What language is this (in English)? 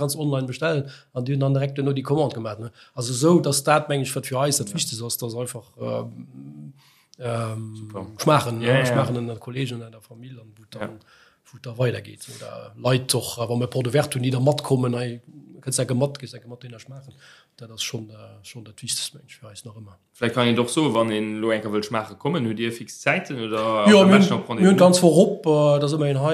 Luxembourgish